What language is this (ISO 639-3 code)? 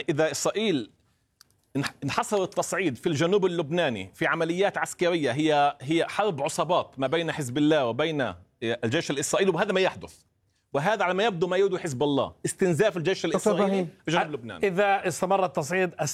ara